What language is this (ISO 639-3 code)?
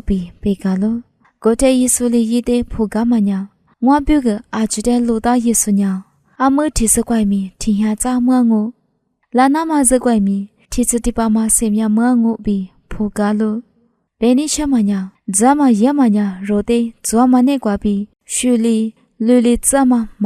lis